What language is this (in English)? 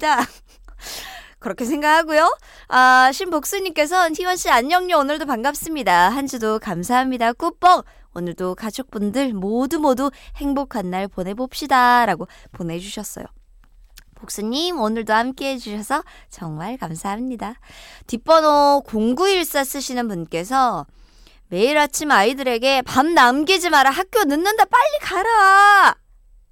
Korean